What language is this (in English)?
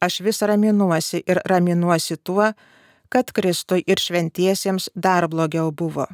Lithuanian